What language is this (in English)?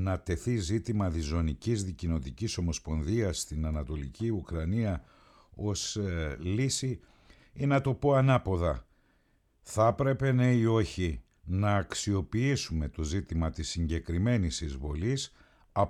Greek